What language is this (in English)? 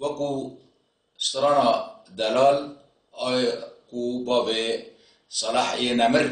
Kurdish